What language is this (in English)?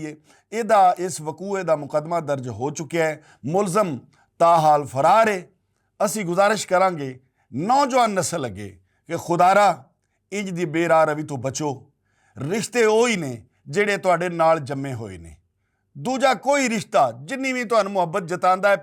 Western Panjabi